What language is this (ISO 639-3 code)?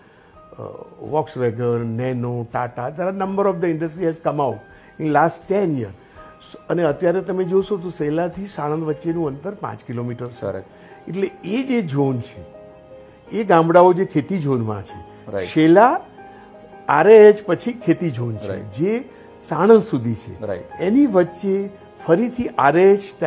guj